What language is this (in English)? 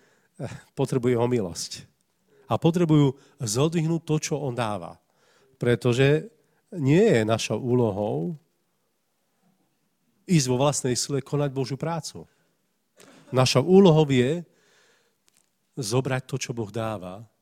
Slovak